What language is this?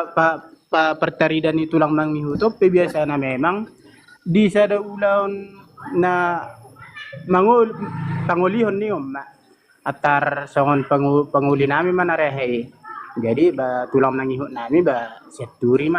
Batak Toba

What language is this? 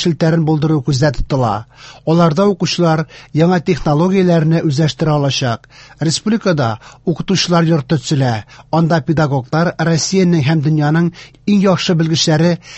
Tatar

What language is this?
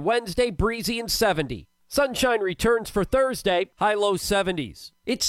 English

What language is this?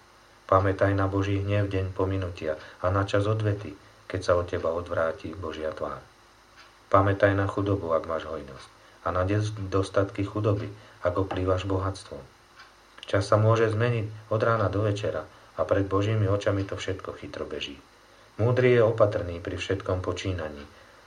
Slovak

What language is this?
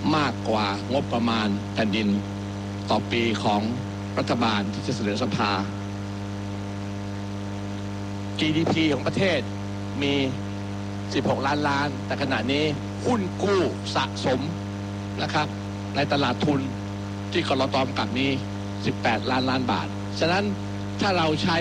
Thai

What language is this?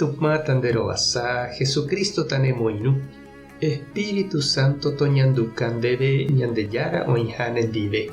Guarani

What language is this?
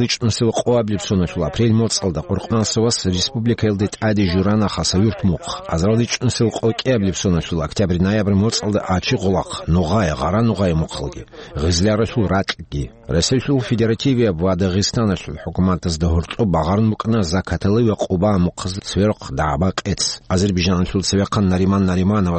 Avaric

